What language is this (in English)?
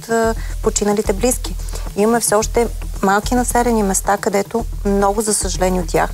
Bulgarian